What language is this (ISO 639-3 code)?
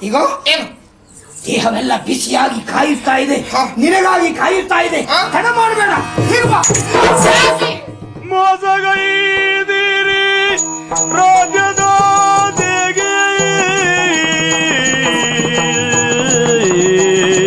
kan